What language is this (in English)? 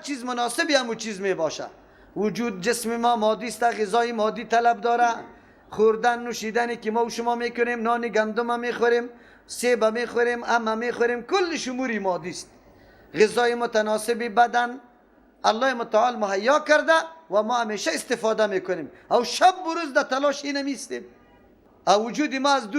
Persian